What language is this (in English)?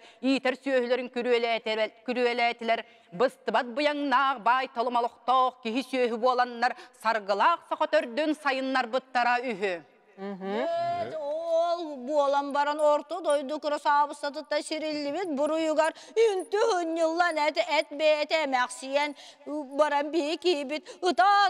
Yakut